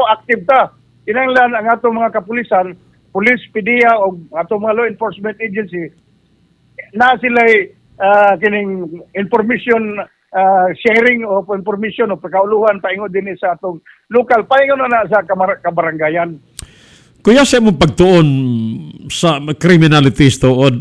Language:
Cebuano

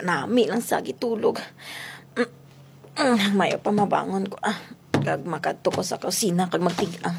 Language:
Hiligaynon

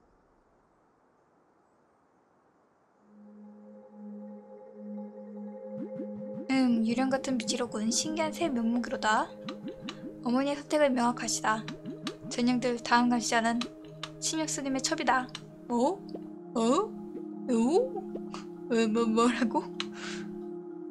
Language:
Korean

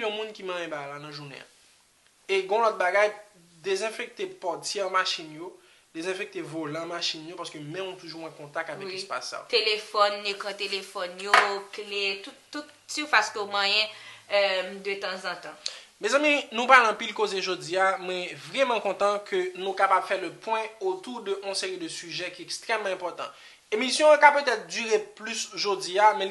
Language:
Haitian Creole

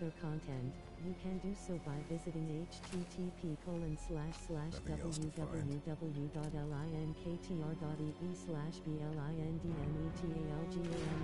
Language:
English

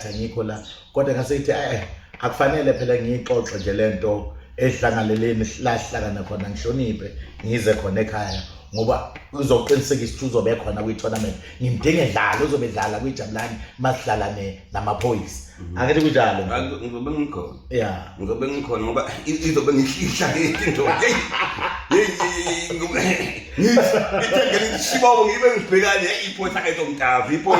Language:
Zulu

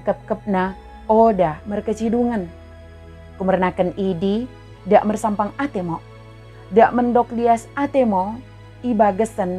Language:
Batak Dairi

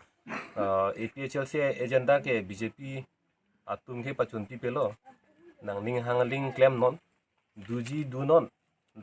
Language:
Karbi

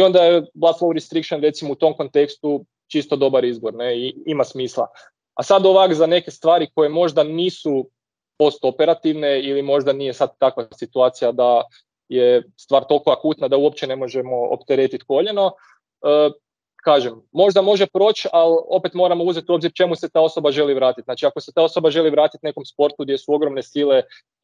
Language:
Croatian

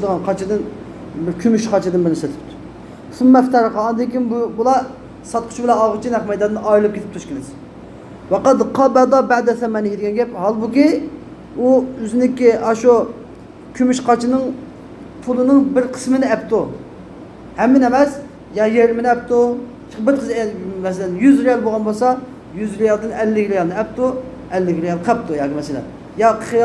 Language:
Uyghur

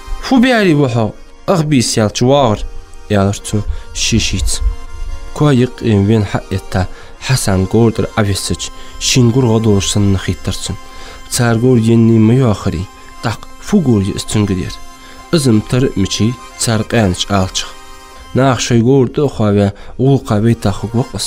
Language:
Ingush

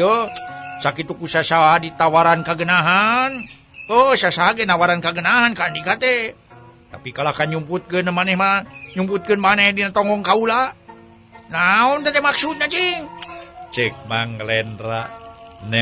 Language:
Sundanese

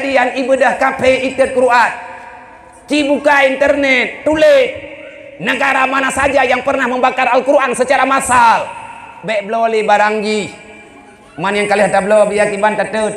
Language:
Achinese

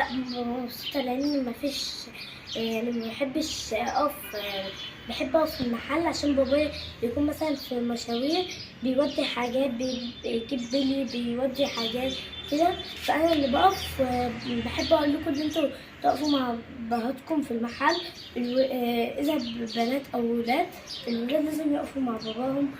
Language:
Egyptian Arabic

